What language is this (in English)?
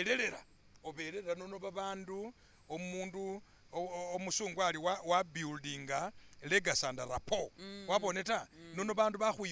Masaaba